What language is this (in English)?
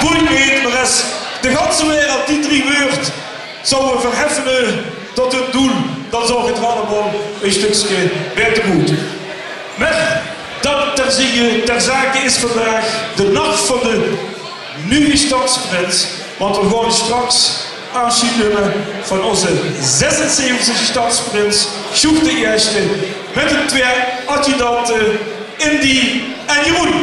Limburgish